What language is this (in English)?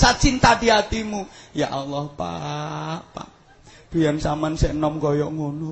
Javanese